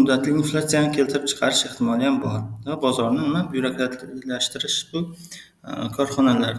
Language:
Uzbek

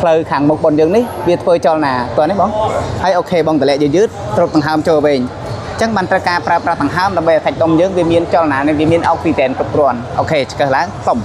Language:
Khmer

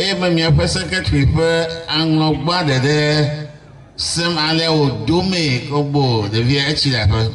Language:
Ewe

